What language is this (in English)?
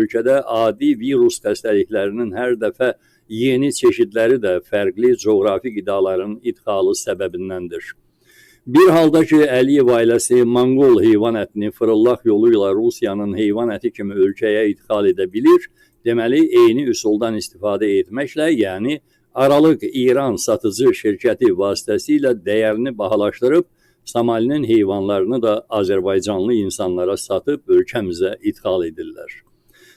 Azerbaijani